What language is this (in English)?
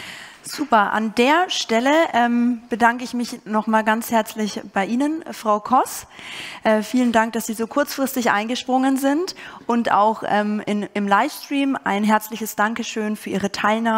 German